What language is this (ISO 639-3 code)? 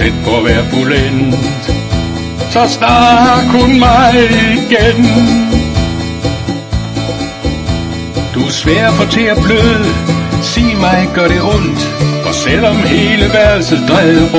dan